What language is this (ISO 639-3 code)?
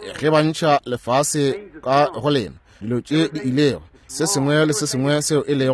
nso